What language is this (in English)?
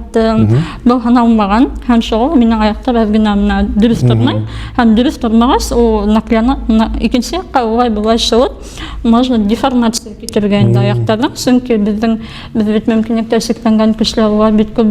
Bashkir